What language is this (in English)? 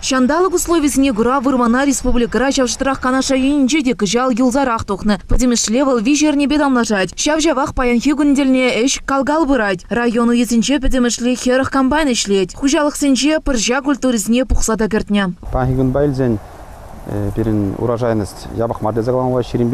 Chuvash